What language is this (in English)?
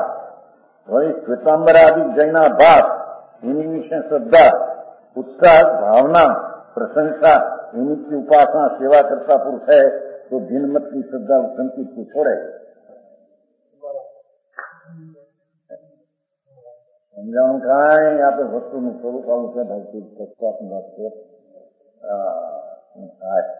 Gujarati